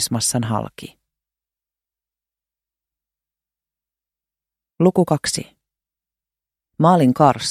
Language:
Finnish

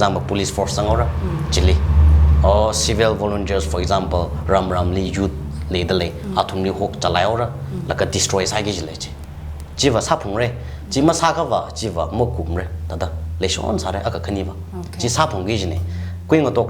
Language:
Tangkhul Naga (India)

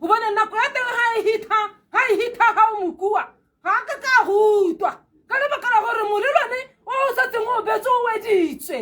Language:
Tswana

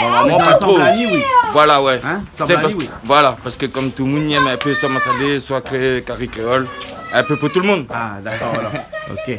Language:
Réunion Creole French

